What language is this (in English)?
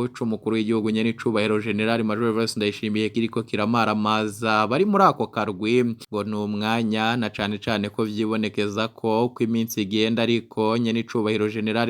Rundi